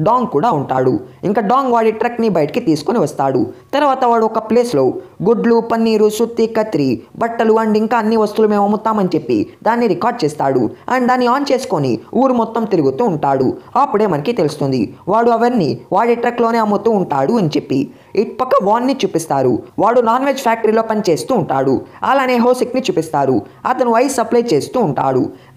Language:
Telugu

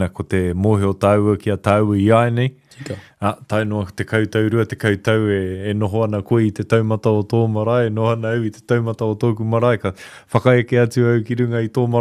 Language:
Māori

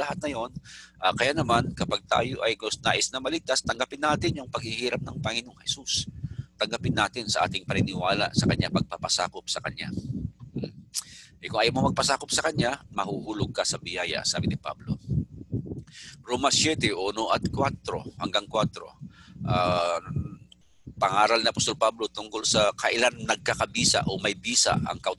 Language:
Filipino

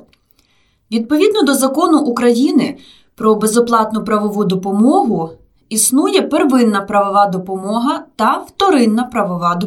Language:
Ukrainian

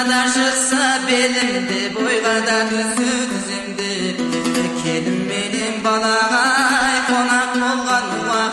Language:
Kazakh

